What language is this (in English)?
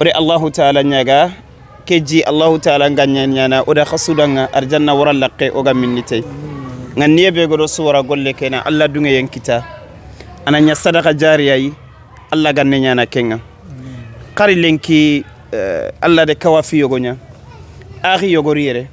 Soninke